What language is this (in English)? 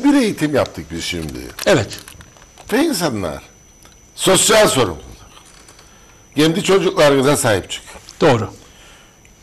Turkish